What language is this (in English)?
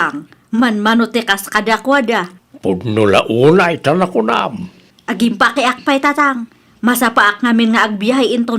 Iloko